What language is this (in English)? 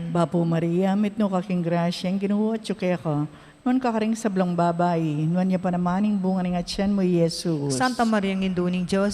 Pampanga